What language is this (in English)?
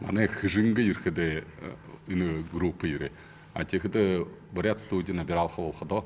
Buriat